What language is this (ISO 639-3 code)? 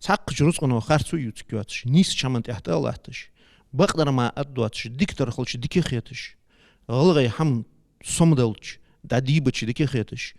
inh